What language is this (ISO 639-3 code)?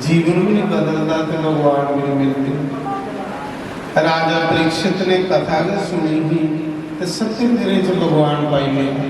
doi